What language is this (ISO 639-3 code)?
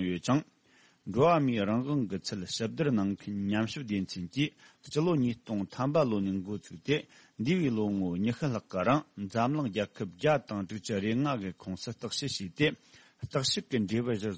bod